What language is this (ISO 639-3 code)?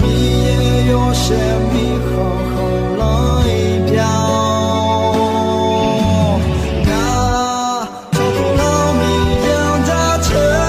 ahk